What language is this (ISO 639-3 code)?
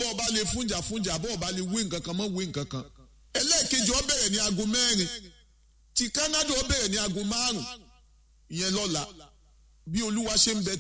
yor